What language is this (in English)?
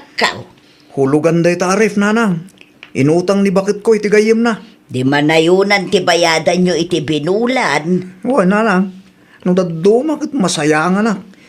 Iloko